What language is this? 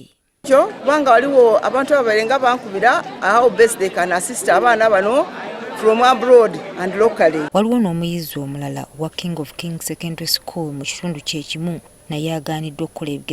Ganda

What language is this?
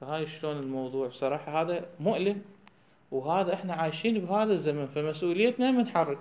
Mesopotamian Arabic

